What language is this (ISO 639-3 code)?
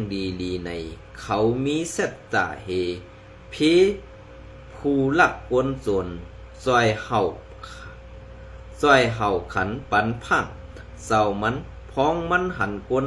shn